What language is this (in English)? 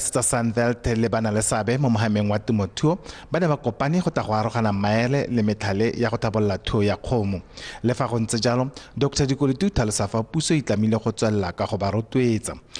Tswana